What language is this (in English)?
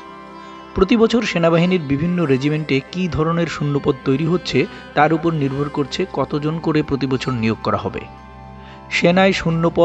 Bangla